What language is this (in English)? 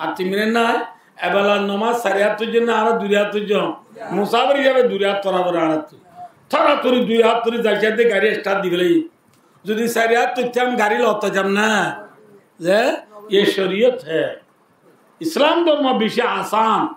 Rohingya